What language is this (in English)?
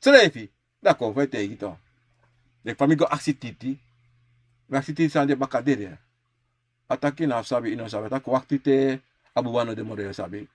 Sranan Tongo